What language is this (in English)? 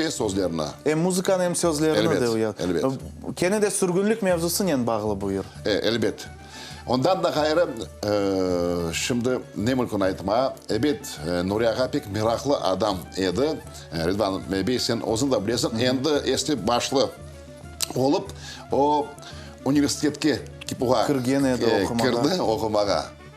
Crimean Tatar